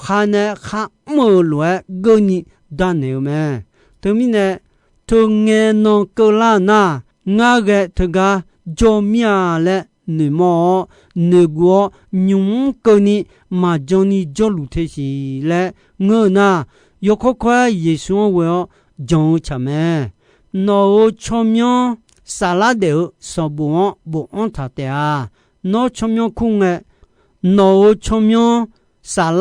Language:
Akha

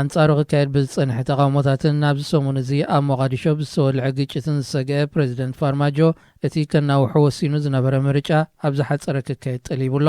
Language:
Tigrinya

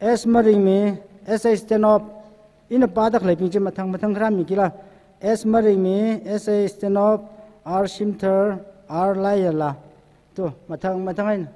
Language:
Tangkhul Naga (India)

